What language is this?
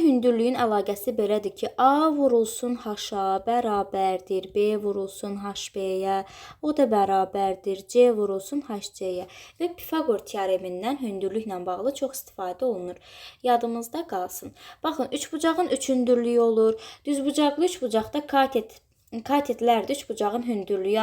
Azerbaijani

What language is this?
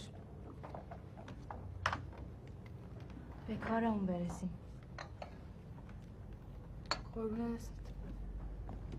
Persian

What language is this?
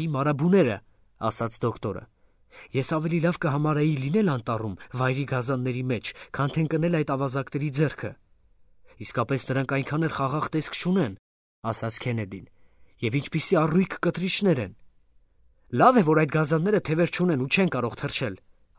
Armenian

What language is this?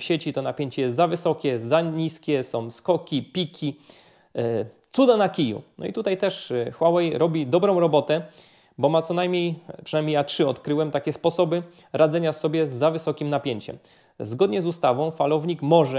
Polish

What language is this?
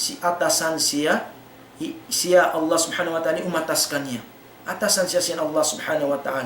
Tausug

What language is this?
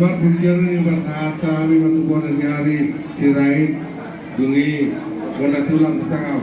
Batak Toba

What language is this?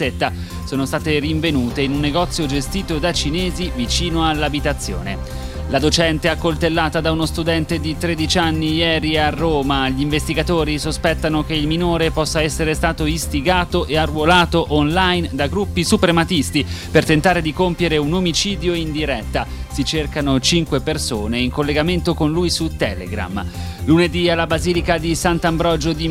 Italian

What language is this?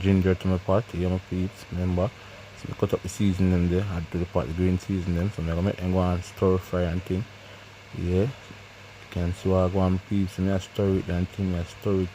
Jamaican Creole English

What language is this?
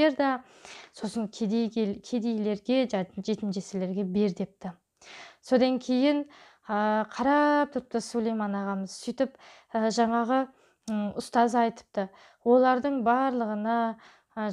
Kazakh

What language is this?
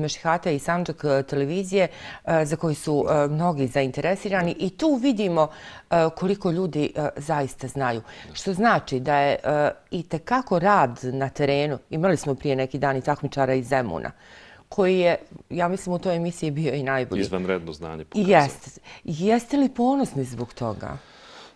Bosnian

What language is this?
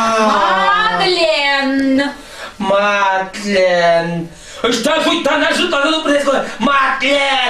Chuvash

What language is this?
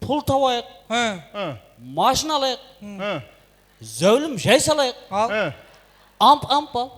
Kara-Kalpak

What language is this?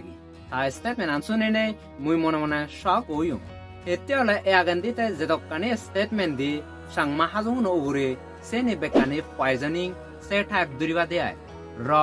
Chakma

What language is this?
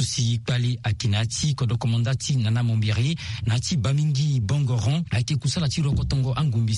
Sango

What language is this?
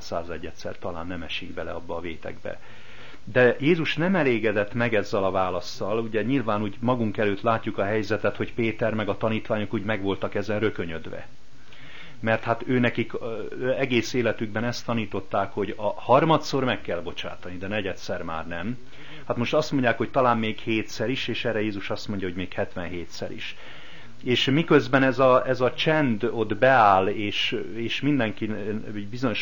Hungarian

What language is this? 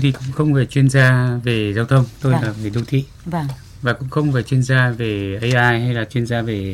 Vietnamese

